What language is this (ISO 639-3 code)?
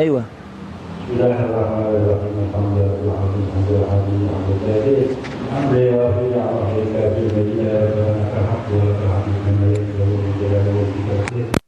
mui